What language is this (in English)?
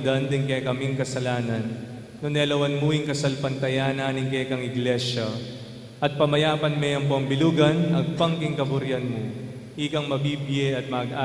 Pampanga